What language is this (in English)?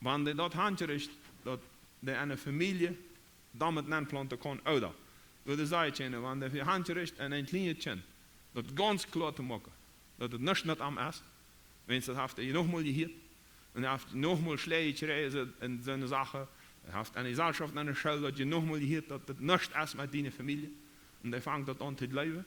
Plautdietsch